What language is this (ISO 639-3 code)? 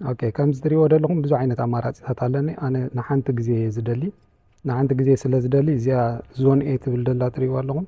tir